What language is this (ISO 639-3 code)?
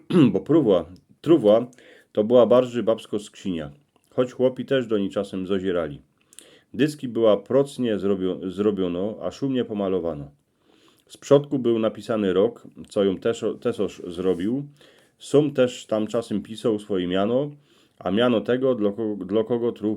szl